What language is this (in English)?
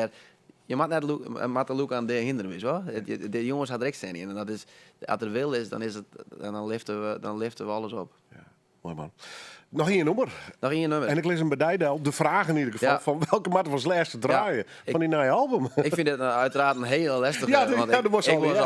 Western Frisian